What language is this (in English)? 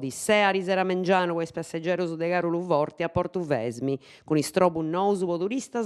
Sardinian